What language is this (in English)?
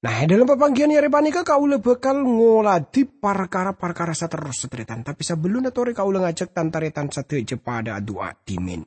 Madurese